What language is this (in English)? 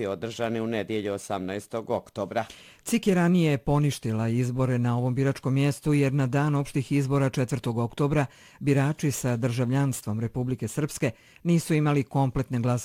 Bosnian